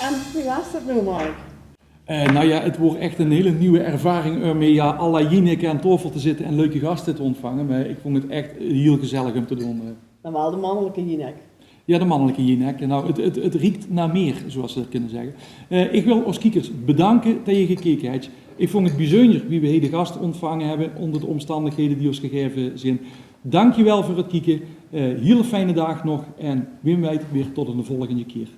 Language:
Limburgish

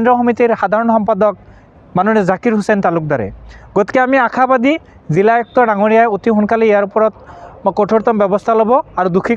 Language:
Assamese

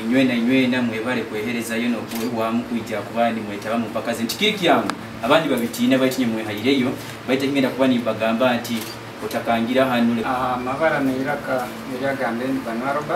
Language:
Nyoro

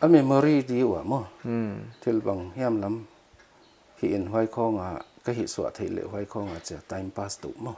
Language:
Paite Chin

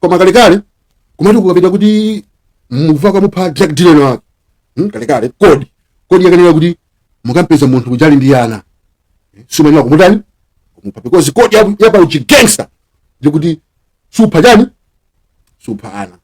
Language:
Nyanja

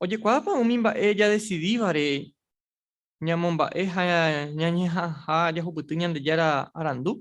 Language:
Guarani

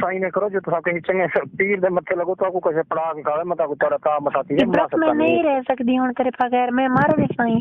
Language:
Saraiki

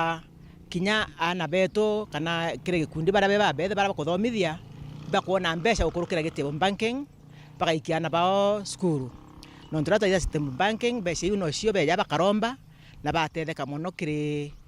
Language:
Meru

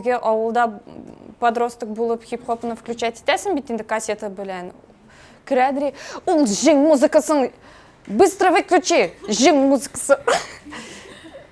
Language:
Tatar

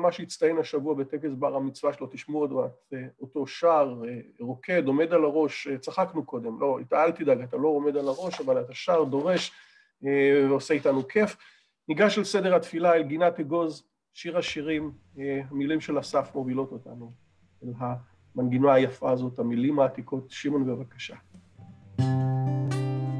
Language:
Hebrew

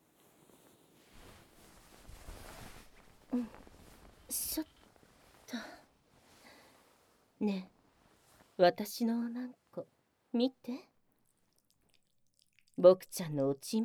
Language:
Japanese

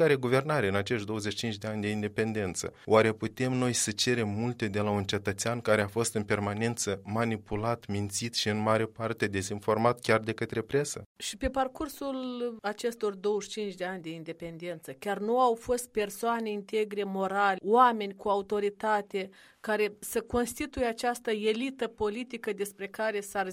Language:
Romanian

